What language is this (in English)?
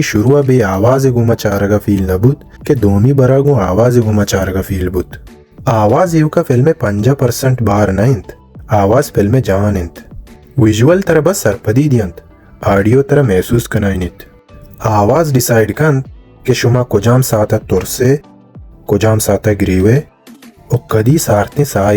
Baluchi